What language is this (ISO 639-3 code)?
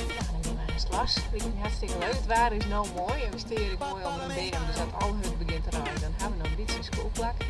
fry